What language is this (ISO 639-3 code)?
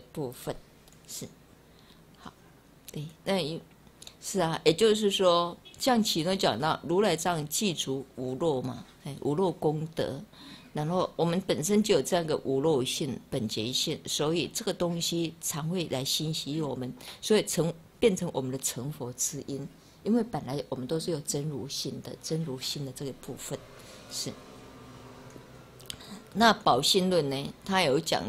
zho